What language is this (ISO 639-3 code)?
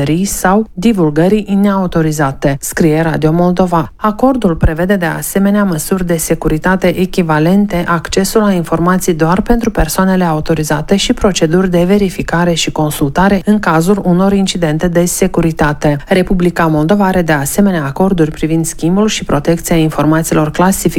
ron